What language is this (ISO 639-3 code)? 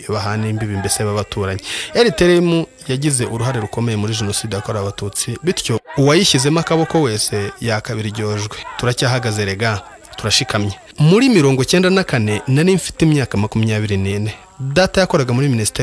kin